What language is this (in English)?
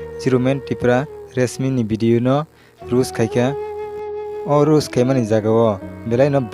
Kok Borok